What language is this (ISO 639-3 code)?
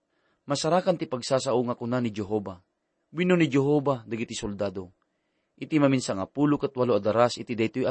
ilo